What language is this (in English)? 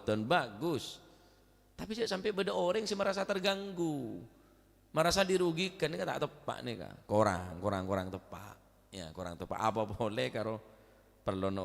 Madurese